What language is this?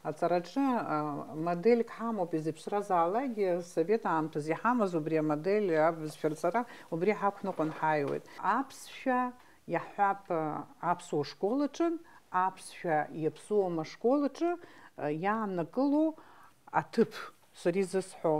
Abkhazian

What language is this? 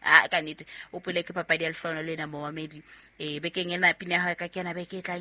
Southern Sotho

